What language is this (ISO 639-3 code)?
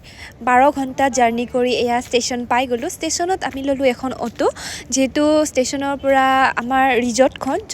asm